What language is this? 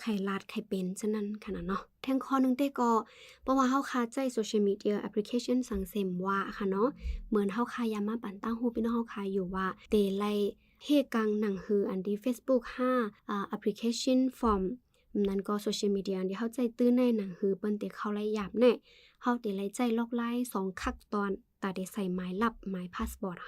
Shan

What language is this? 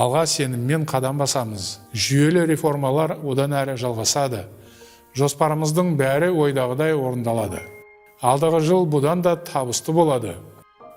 Kazakh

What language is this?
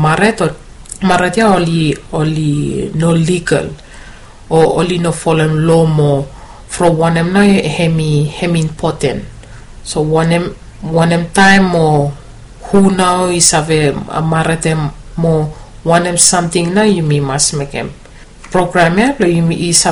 Bislama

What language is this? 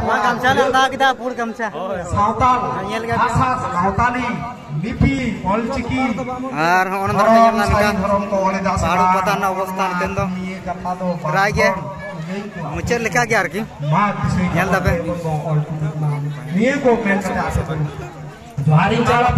Santali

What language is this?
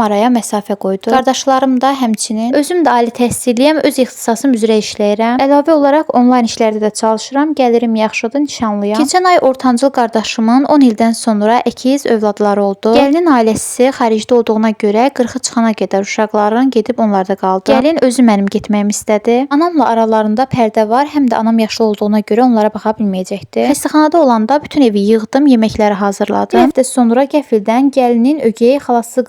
Azerbaijani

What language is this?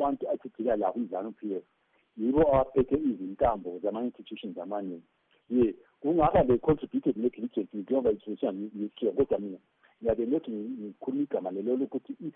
North Ndebele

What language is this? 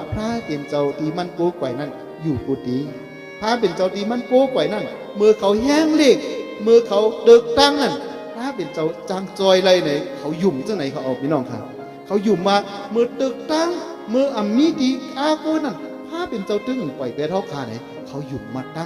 Shan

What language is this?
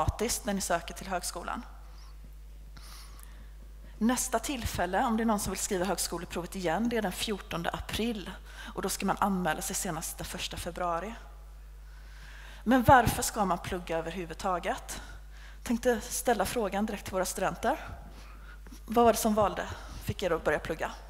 Swedish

